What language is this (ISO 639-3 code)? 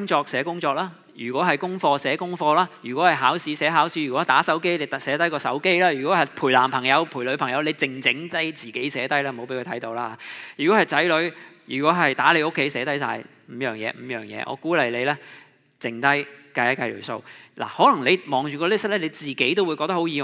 yue